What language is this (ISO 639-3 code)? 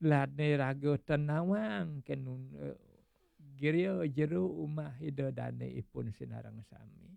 ban